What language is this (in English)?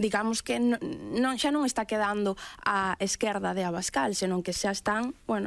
Galician